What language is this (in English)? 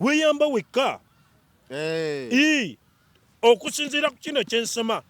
Ganda